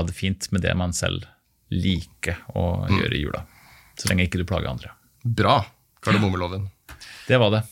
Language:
Norwegian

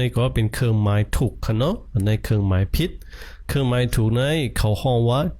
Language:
Shan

